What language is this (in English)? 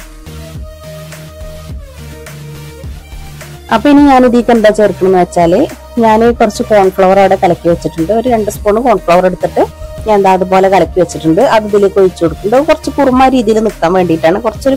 Malayalam